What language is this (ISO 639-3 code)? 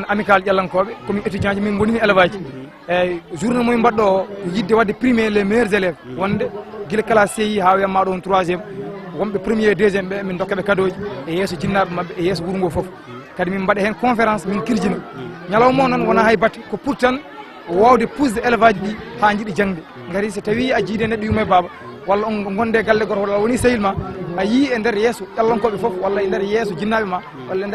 ful